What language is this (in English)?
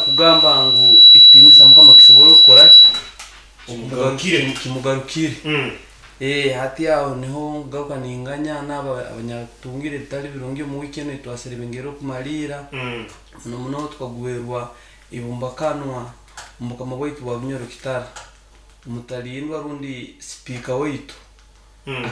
Nyoro